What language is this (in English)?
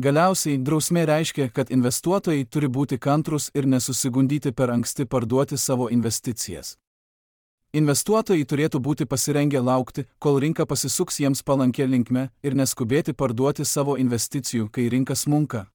Lithuanian